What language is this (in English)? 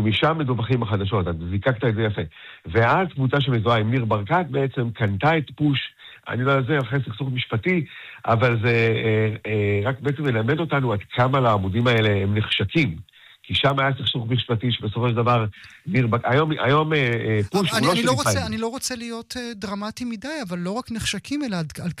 Hebrew